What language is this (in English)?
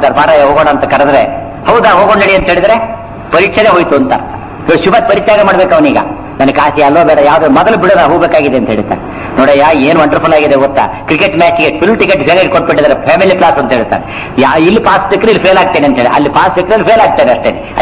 Kannada